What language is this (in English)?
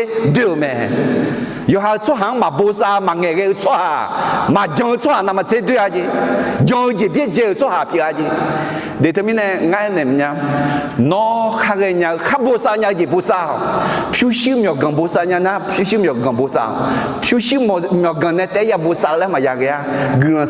Akha